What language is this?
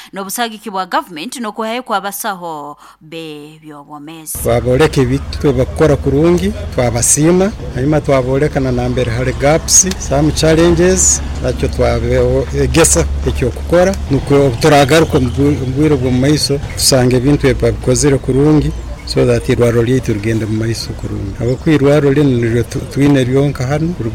Nyoro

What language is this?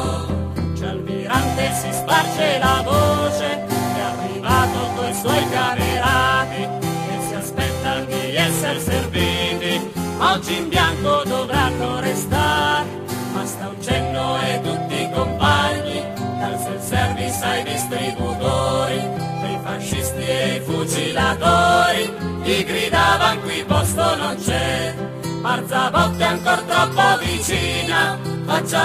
Italian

